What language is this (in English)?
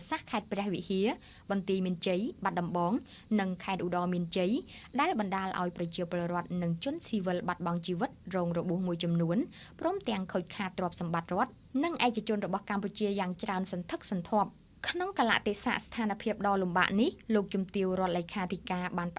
Khmer